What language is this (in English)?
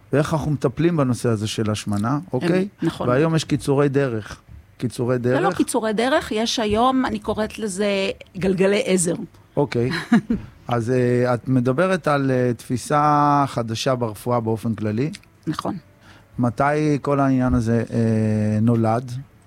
Hebrew